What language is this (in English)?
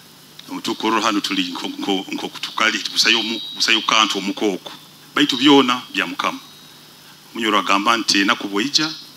Nyoro